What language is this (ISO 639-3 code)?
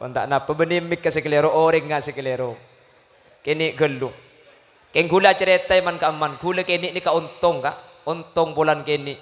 mad